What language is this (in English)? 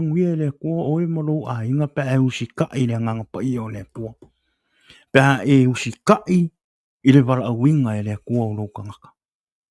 Samoan